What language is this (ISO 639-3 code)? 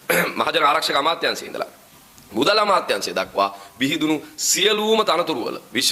sin